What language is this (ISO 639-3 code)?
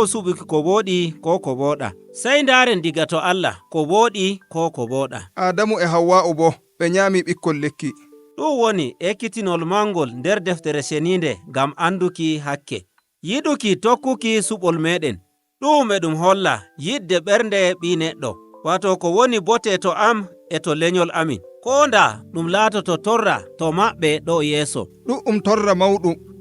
fuv